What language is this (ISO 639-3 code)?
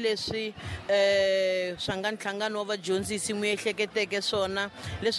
tso